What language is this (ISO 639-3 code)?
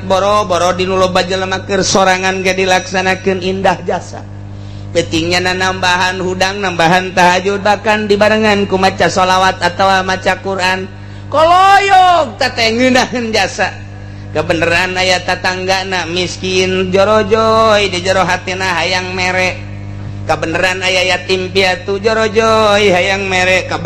sun